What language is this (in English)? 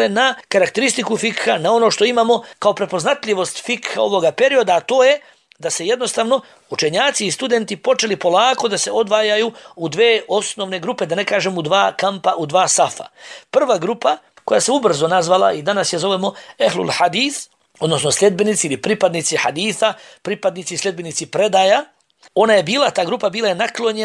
Bosnian